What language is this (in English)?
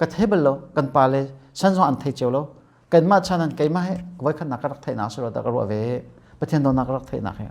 Hakha Chin